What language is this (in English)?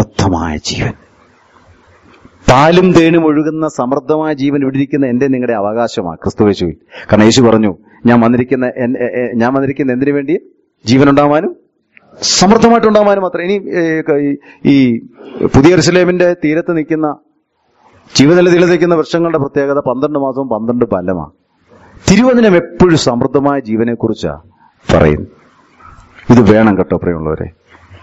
Malayalam